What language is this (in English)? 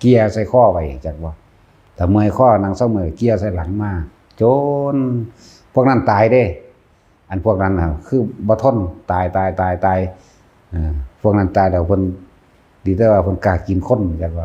Northeastern Thai